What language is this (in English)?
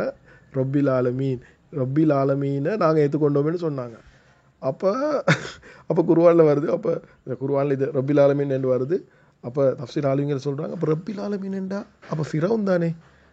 Tamil